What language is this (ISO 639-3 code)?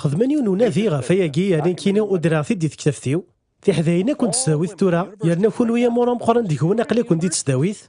kab